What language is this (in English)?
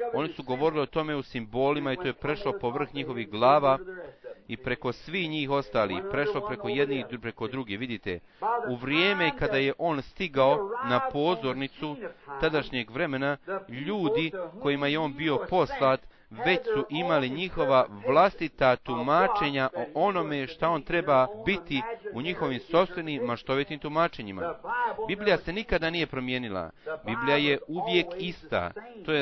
Bosnian